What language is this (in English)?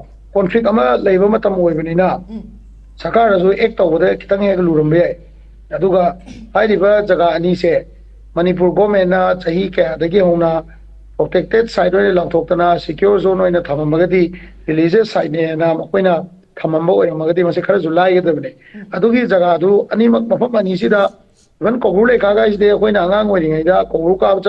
Manipuri